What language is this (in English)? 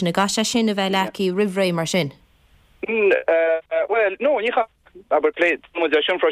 Irish